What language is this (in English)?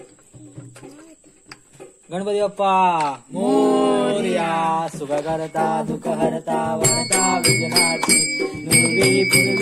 Marathi